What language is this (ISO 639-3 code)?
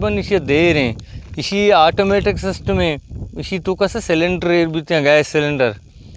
bal